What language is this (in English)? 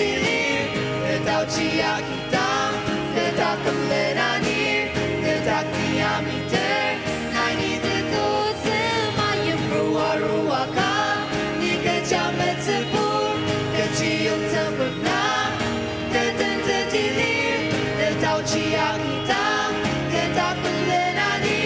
Ao Naga